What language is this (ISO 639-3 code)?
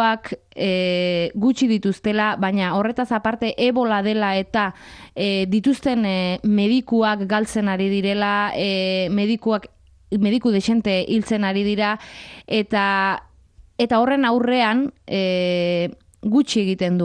eus